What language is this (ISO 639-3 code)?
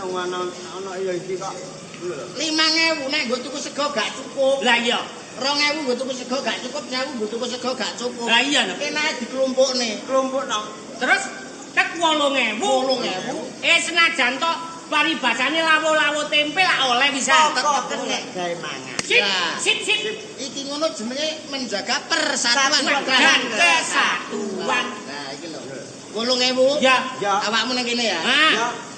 jav